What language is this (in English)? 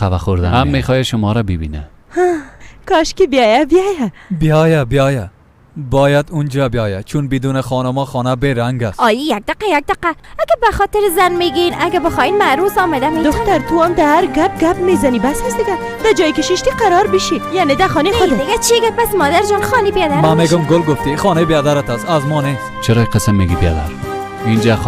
Persian